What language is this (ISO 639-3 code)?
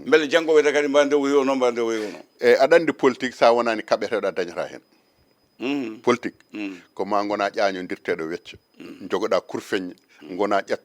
ful